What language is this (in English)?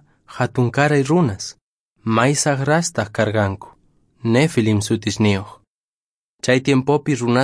Quechua